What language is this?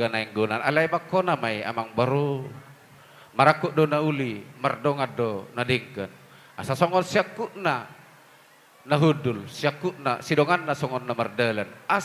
Batak Toba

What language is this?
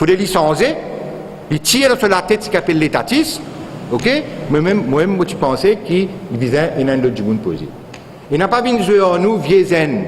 Morisyen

